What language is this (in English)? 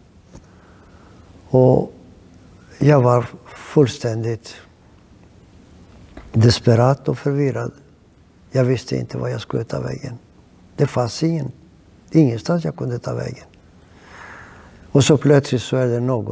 Swedish